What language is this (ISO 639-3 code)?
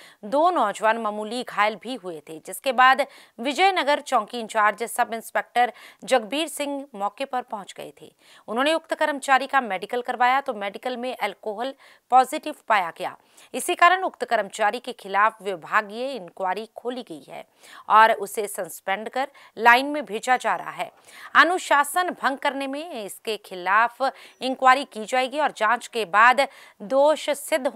hin